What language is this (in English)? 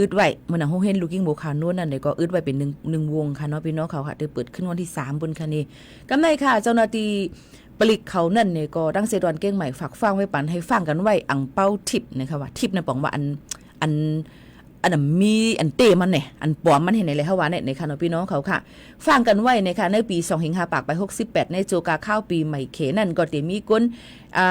Shan